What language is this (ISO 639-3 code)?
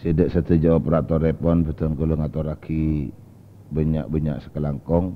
mad